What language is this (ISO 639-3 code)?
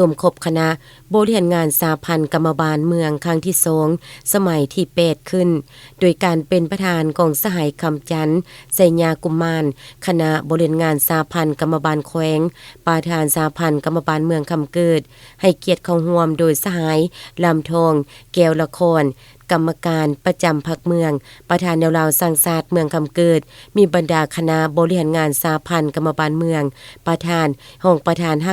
lao